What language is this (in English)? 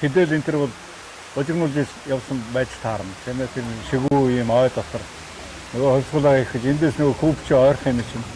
Mongolian